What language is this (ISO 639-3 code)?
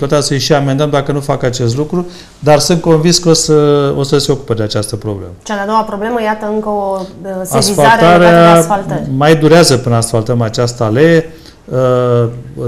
ron